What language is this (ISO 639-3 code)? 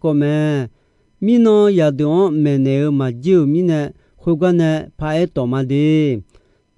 ahk